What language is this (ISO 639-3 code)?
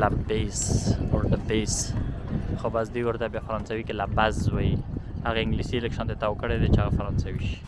pus